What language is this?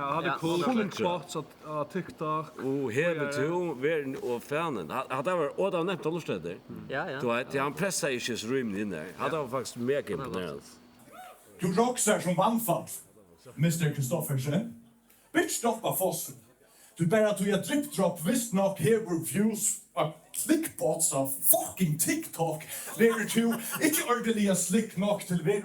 Faroese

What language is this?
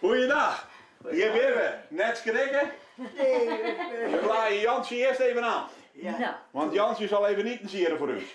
Western Frisian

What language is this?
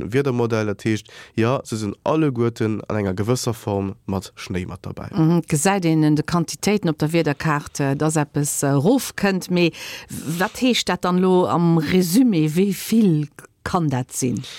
Luxembourgish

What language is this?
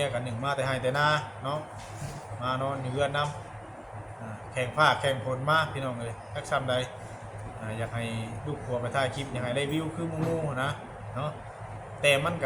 Northeastern Thai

